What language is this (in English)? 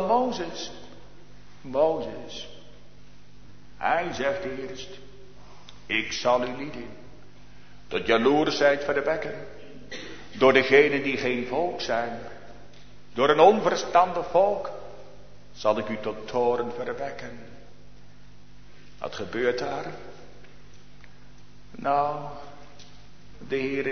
Dutch